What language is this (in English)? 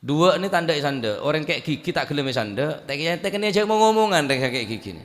Madurese